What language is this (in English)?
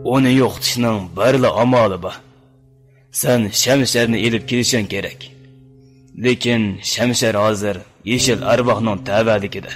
Uyghur